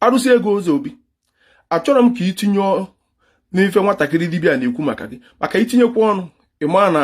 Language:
Igbo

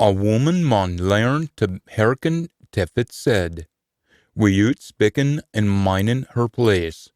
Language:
Scots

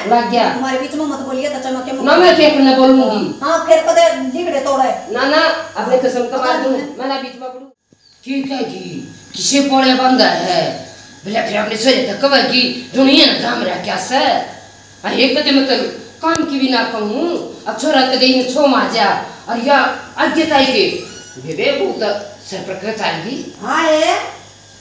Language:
Haryanvi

